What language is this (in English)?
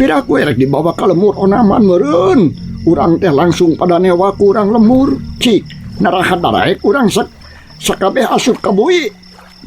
Sundanese